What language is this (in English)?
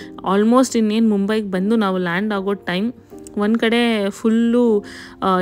Kannada